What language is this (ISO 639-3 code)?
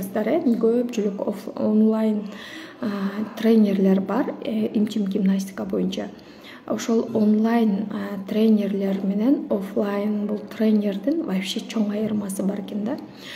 kir